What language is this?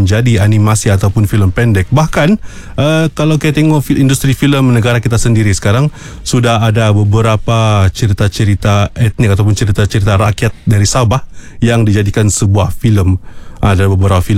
Malay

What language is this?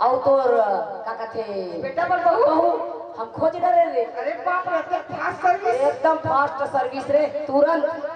Chhattisgarhi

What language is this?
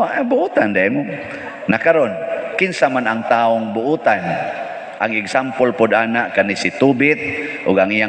Cebuano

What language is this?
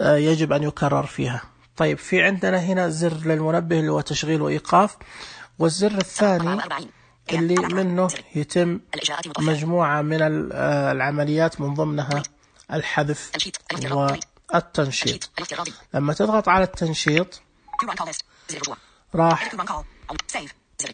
Najdi Arabic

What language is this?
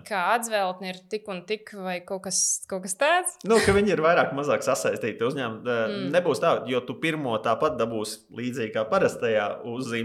Latvian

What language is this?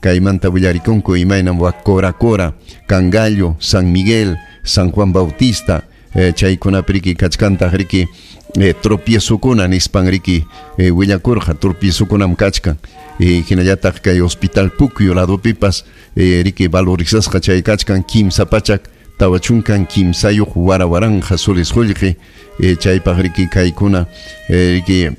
Ayacucho Quechua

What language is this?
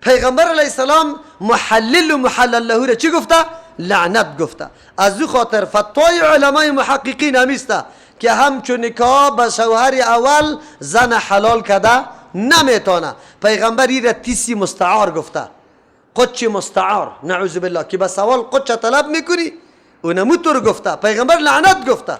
Persian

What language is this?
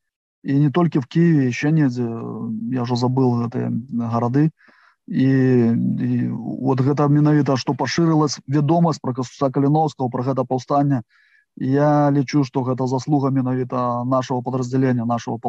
Belarusian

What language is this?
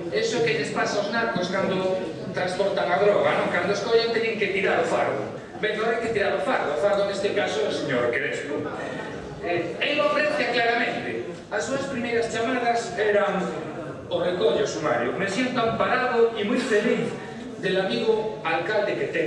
Galician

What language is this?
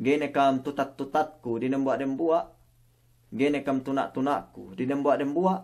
Yakan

